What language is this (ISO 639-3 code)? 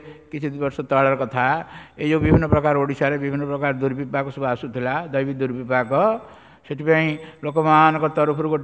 ori